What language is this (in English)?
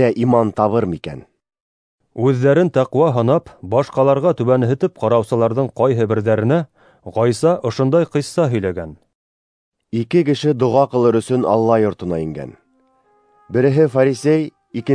Bashkir